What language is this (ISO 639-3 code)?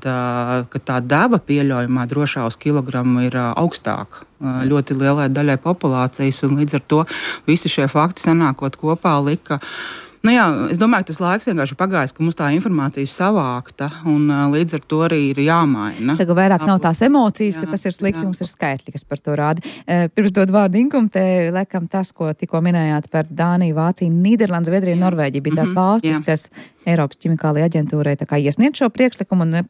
lav